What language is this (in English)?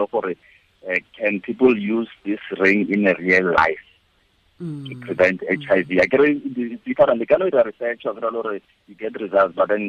Tswana